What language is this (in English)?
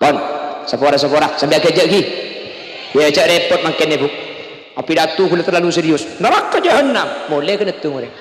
Madurese